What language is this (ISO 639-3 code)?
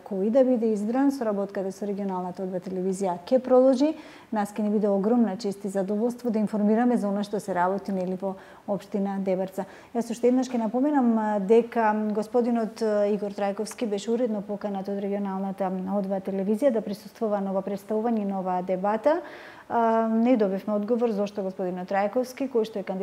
mkd